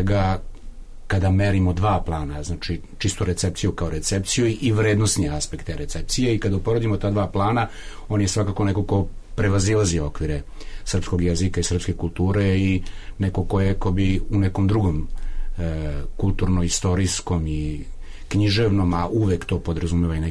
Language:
Serbian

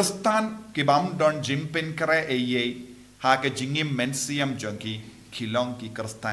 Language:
Khasi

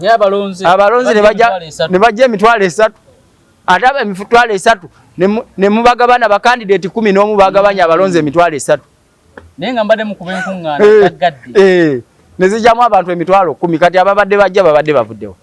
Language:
Ganda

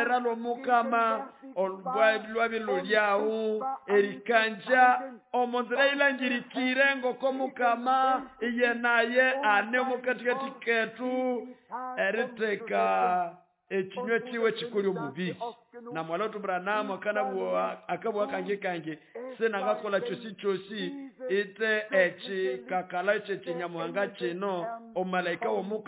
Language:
Nande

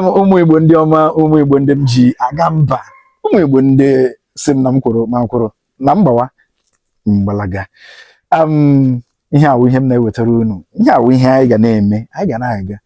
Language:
Igbo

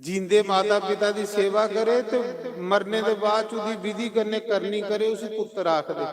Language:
Dogri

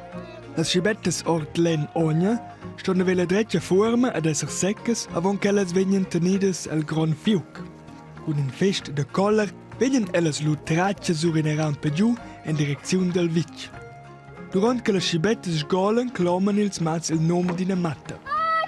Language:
Romansh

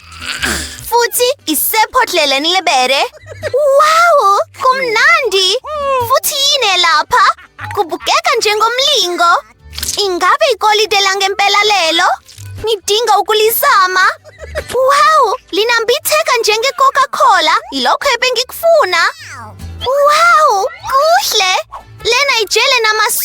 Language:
Zulu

